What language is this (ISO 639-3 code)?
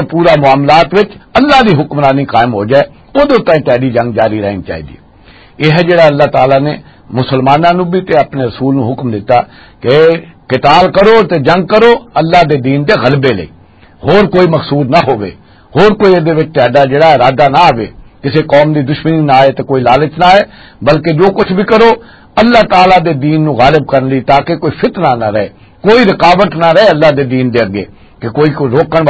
lah